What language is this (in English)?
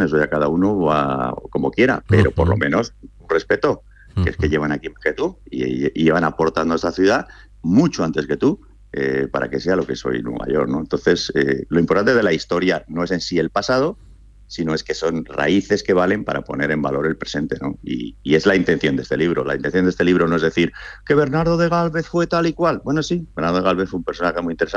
Spanish